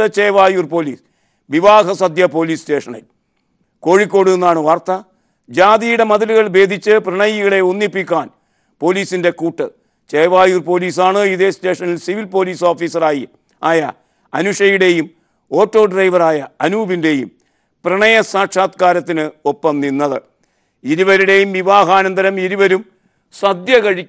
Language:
Malayalam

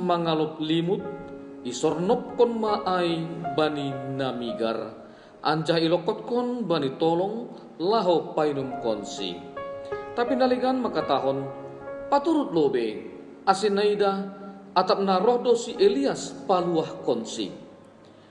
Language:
Batak Simalungun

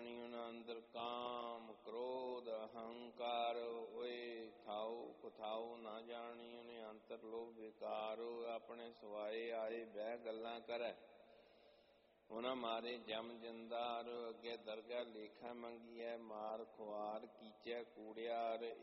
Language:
Punjabi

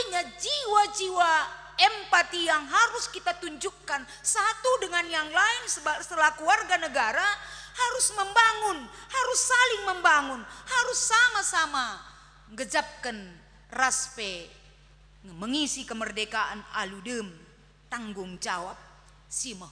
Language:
Batak Karo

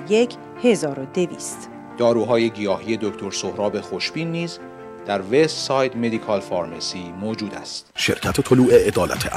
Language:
Persian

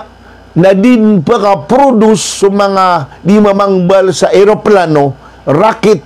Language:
Maranao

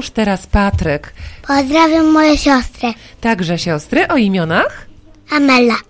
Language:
Polish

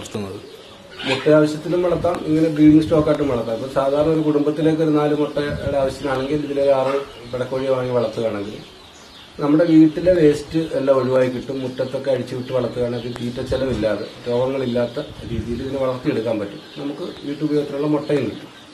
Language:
Malayalam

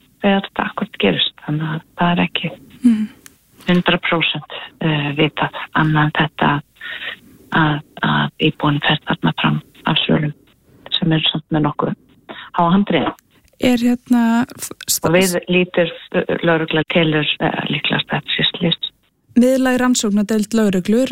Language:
Icelandic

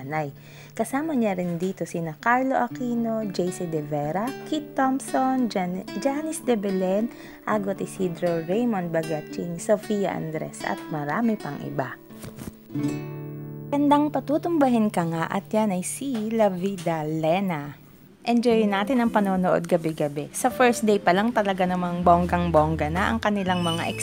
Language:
Filipino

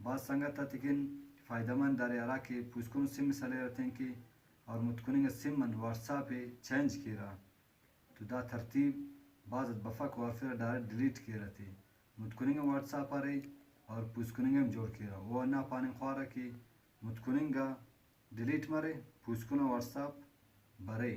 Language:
Brahui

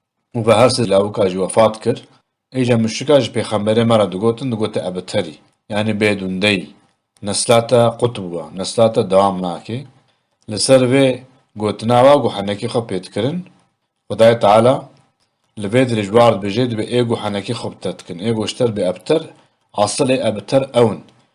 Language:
Kurdish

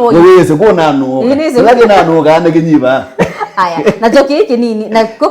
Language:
Kamba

